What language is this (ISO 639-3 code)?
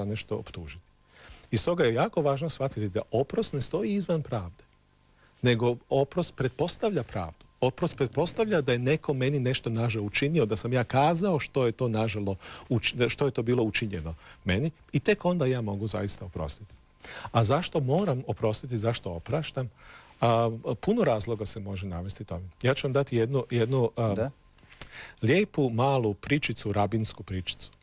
hrv